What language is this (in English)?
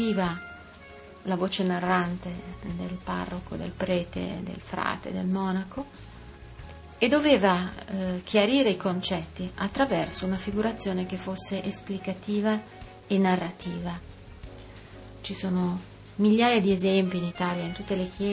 Italian